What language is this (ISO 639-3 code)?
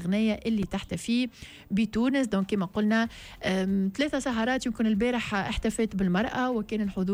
aeb